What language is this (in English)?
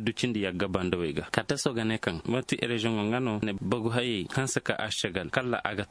Koyraboro Senni